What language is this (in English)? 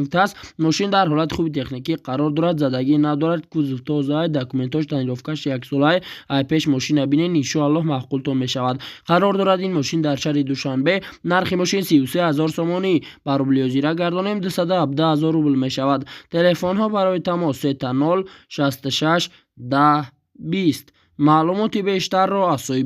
Tajik